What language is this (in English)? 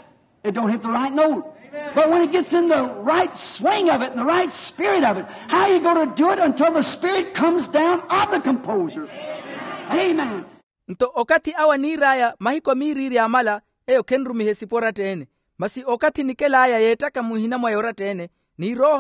Makhuwa